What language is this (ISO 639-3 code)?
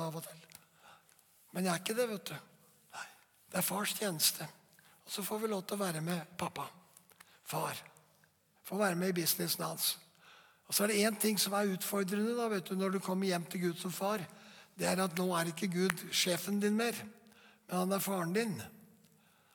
nor